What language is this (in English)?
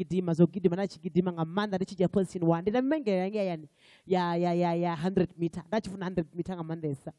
Venda